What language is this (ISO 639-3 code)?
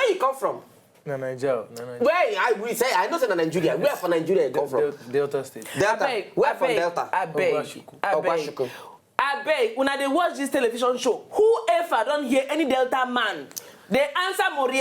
pcm